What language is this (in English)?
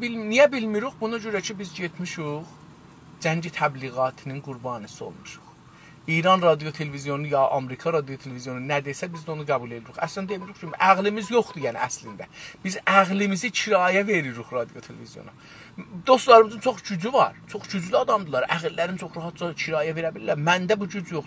South Azerbaijani